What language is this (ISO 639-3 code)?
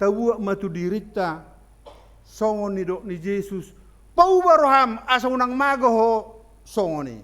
bbc